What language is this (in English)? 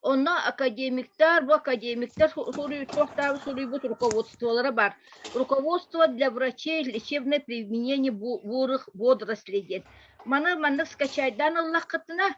Yakut